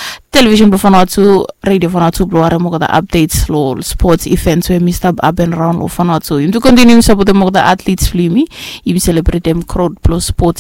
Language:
Bislama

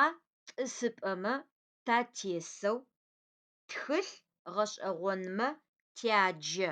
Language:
Adyghe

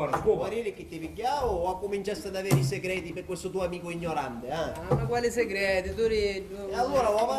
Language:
Sicilian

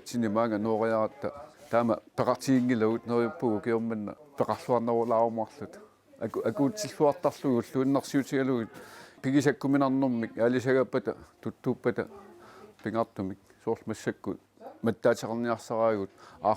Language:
Kalaallisut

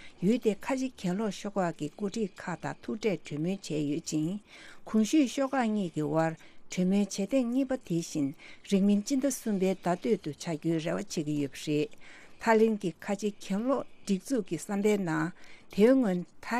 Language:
Tibetan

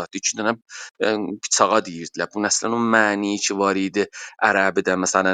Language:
South Azerbaijani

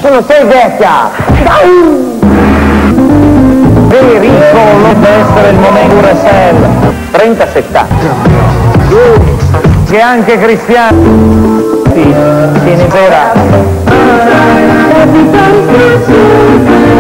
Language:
Italian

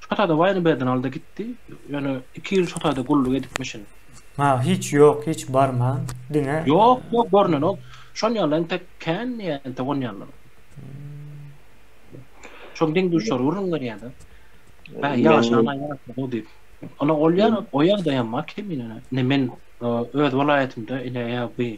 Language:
Turkmen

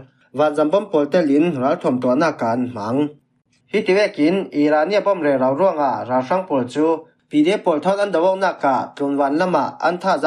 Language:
Falam Chin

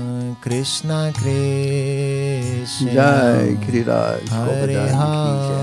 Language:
Hindi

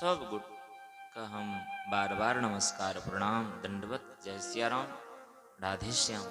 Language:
Maithili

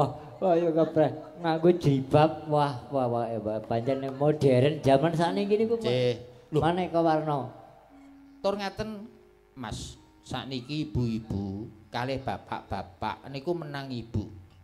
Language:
Javanese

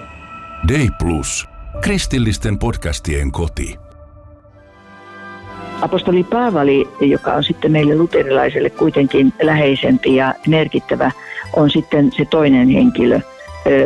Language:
Finnish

